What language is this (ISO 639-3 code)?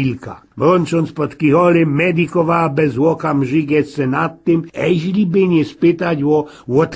szl